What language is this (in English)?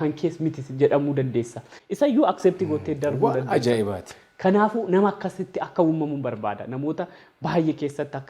Oromo